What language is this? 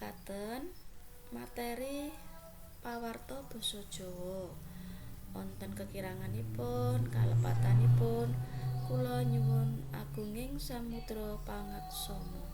Javanese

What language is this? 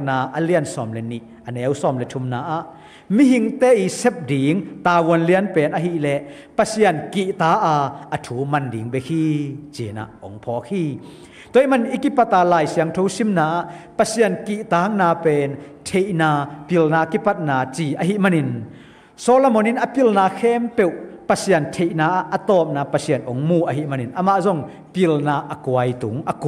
Tedim Chin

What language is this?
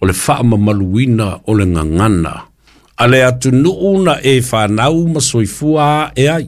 Samoan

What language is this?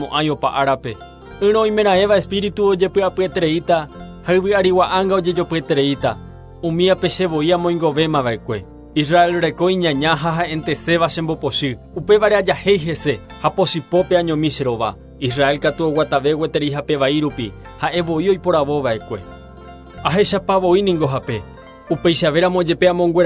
Guarani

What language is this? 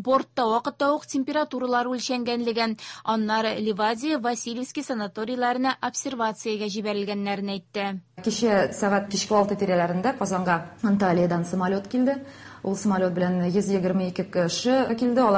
Tatar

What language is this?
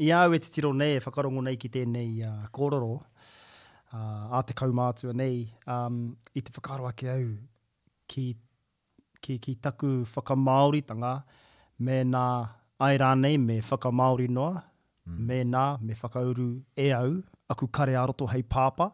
Māori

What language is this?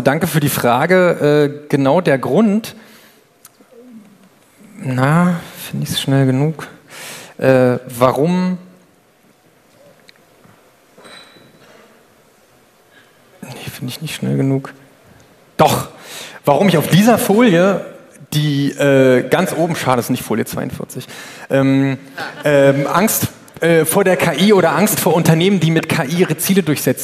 German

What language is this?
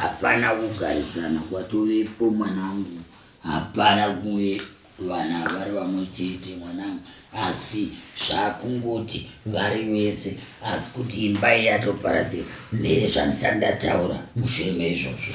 Shona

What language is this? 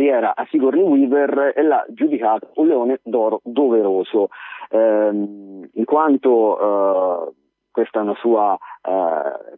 Italian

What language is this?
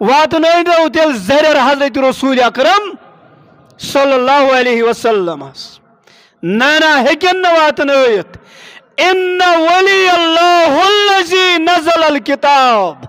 Kashmiri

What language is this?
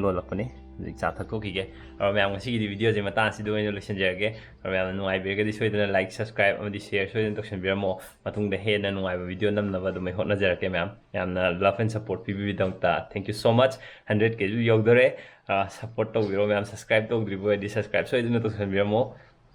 Manipuri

